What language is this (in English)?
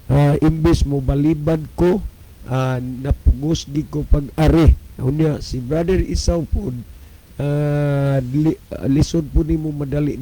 Cebuano